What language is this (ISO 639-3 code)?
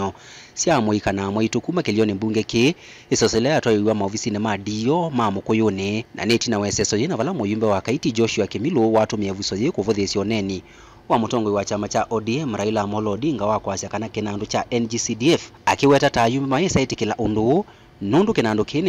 kam